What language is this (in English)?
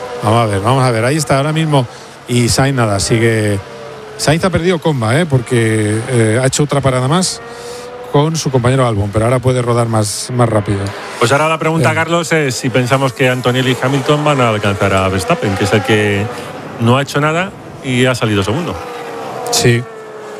Spanish